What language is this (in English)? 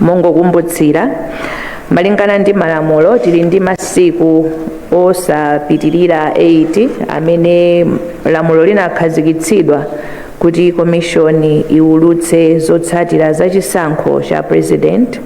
Nyanja